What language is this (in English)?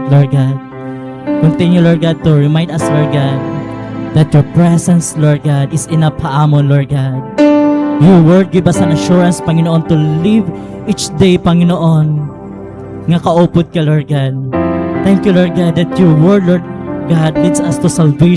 Waray